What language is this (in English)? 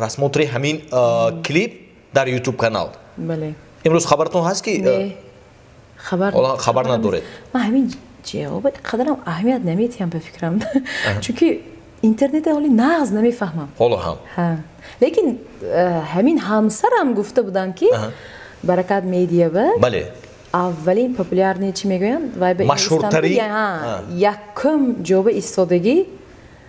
Tajik